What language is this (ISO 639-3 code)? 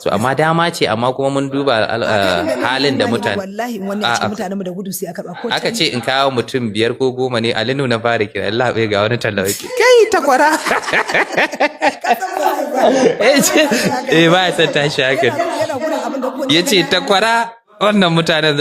hau